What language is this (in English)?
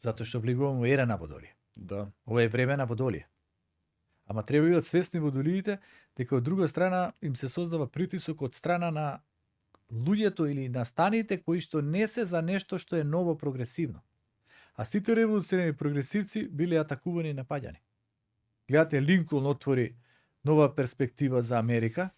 Macedonian